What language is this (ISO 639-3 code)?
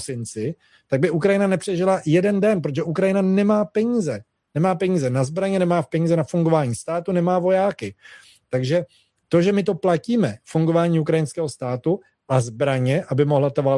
ces